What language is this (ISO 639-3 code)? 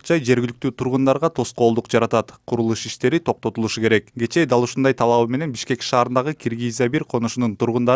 kir